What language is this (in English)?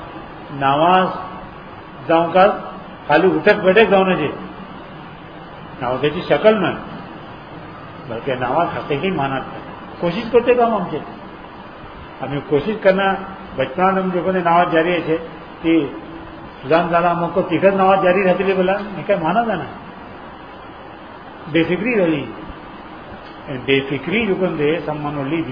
Urdu